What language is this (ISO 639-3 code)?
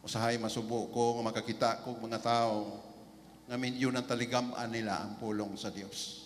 ceb